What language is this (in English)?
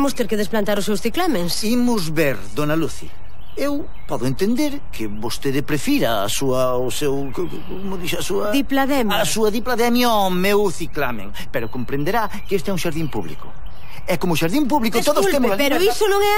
Galician